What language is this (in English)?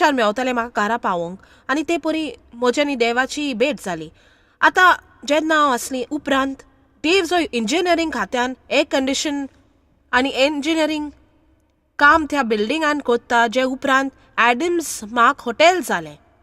Konkani